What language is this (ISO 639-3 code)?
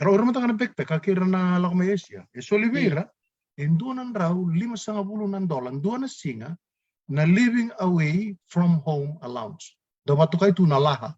fij